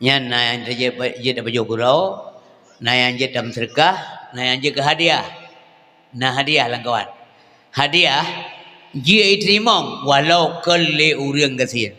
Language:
Achinese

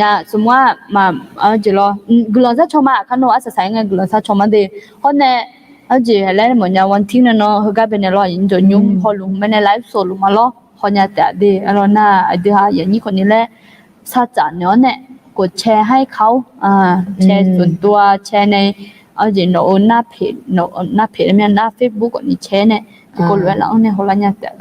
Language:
Akha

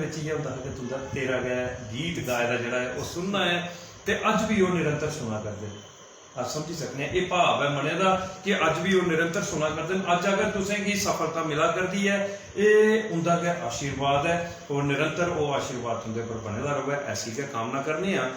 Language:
Dogri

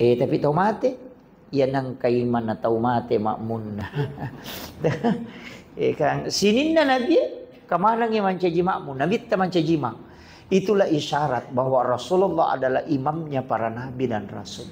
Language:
Buginese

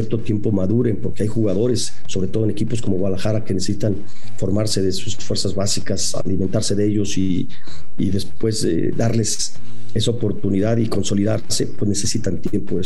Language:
Spanish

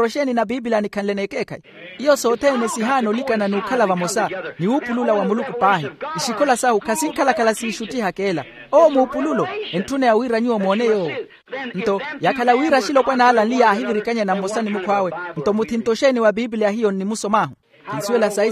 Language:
Makhuwa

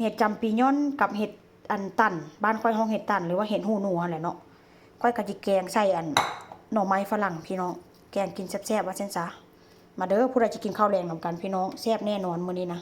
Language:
Northeastern Thai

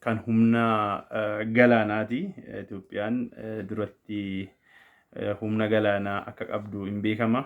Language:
Oromo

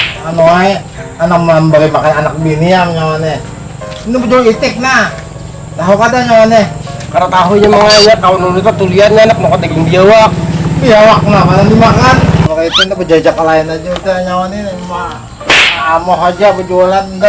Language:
Banjar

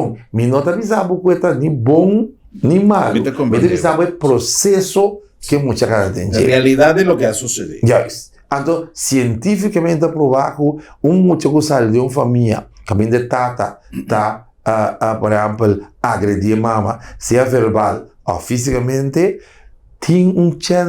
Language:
Papiamento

